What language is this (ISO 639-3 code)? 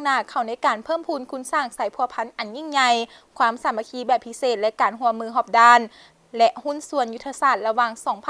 lao